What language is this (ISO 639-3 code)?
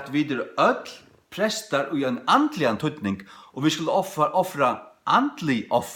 fao